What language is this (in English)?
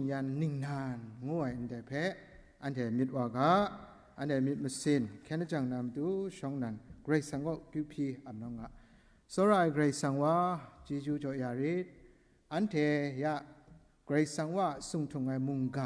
Kachin